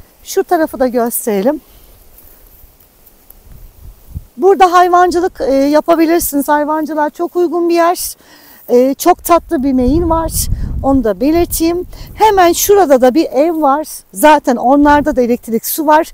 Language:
Turkish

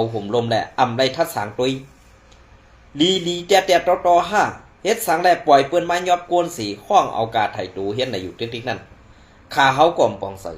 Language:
Shan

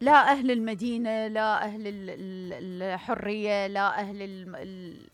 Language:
Mesopotamian Arabic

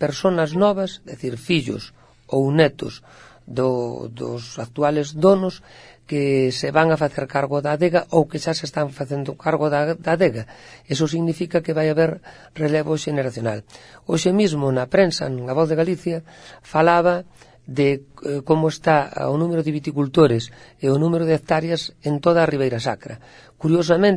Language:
Galician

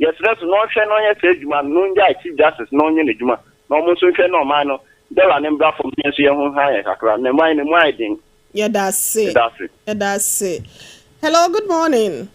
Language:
Akan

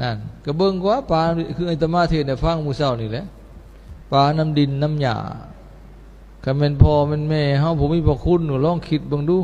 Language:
Lao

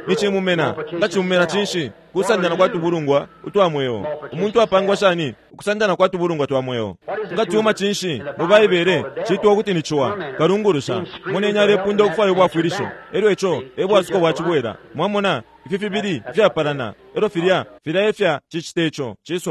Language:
Bemba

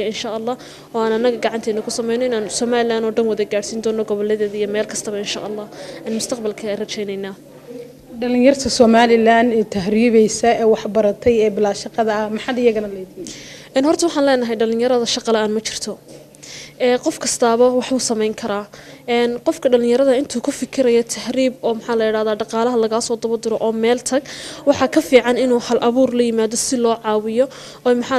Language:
Somali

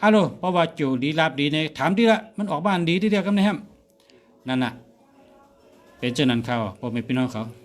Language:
Shan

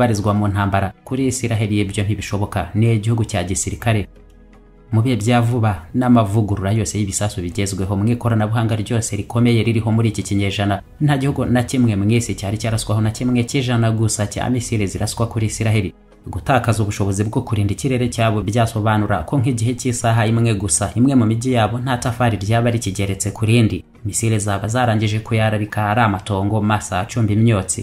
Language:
Kinyarwanda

